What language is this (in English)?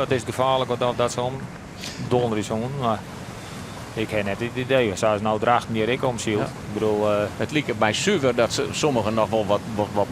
Western Frisian